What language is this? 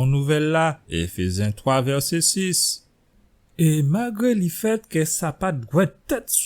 Guadeloupean Creole French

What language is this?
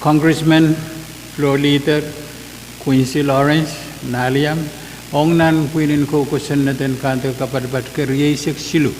Pohnpeian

